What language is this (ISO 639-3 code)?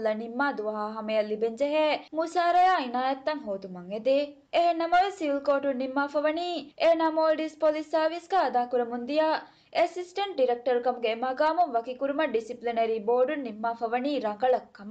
div